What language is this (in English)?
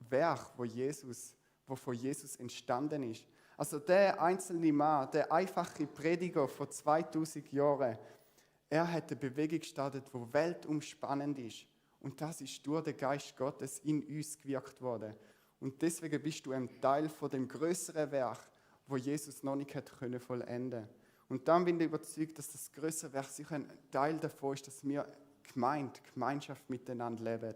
Swiss German